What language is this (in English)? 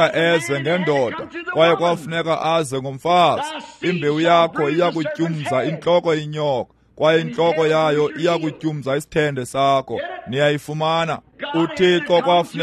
Xhosa